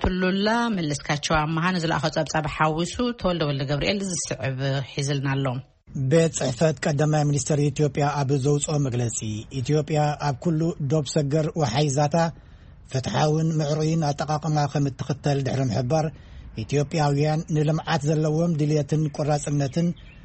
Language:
Tigrinya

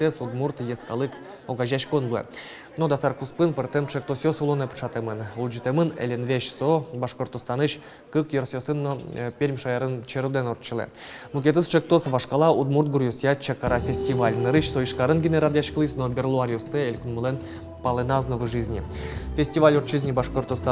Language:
Udmurt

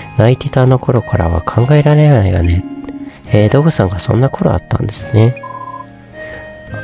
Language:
Japanese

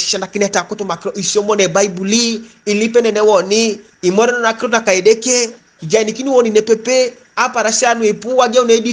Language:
Teso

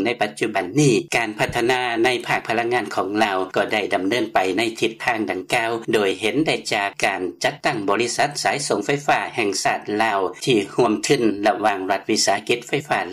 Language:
Lao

